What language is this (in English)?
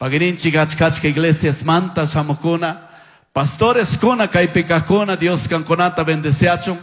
Chimborazo Highland Quichua